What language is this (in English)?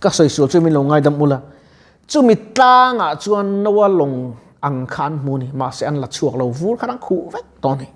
Mizo